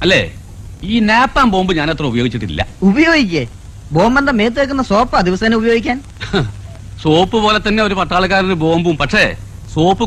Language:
Malayalam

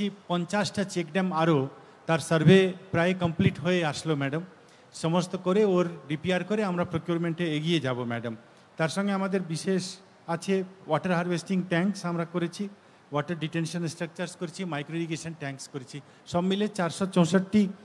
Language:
Bangla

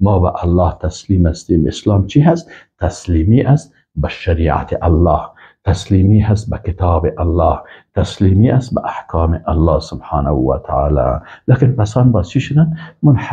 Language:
Persian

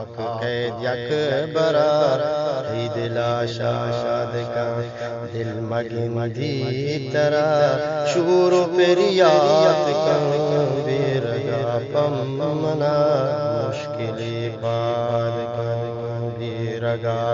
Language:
Eastern Balochi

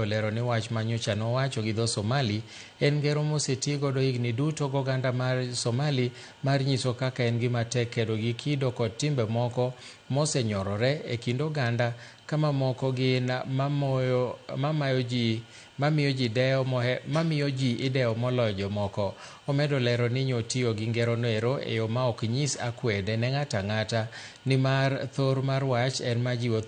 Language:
Luo (Kenya and Tanzania)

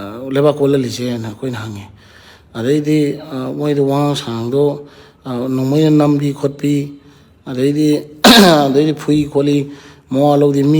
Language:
Manipuri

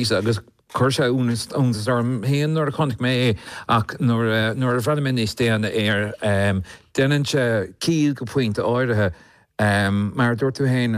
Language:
Irish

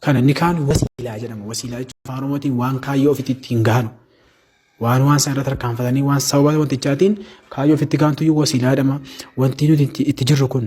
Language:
Oromo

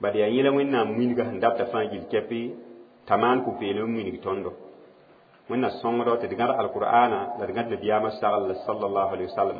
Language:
Mossi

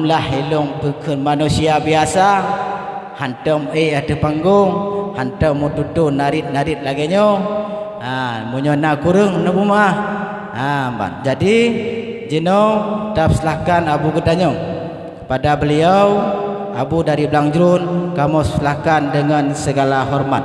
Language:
Achinese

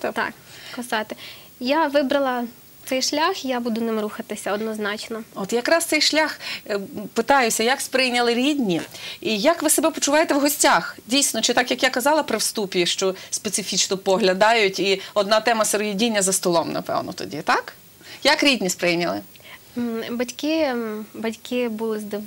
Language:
Ukrainian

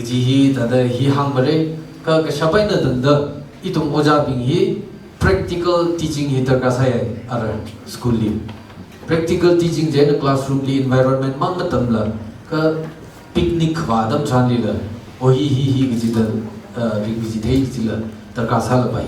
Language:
Tangkhul Naga (India)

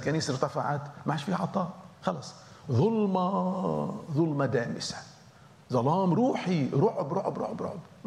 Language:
Egyptian Arabic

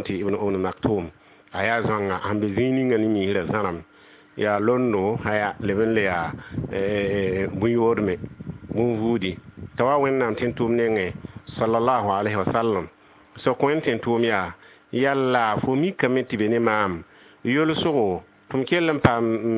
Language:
Mossi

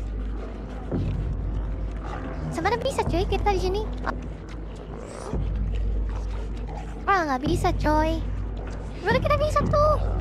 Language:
Indonesian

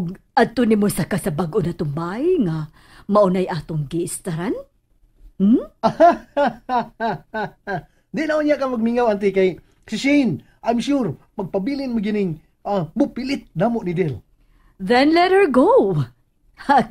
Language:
Cebuano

